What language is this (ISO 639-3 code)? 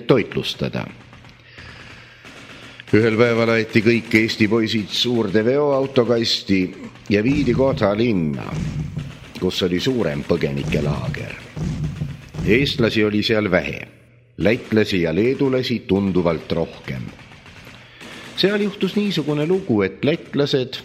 est